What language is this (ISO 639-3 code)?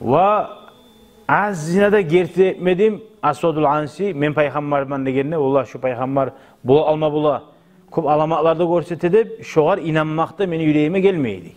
kum